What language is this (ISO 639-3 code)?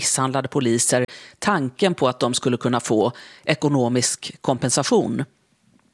swe